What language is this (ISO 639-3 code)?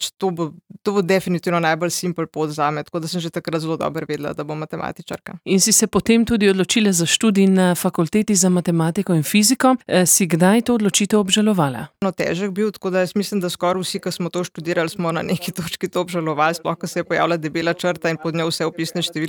slv